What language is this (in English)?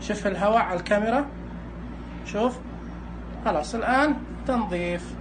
Najdi Arabic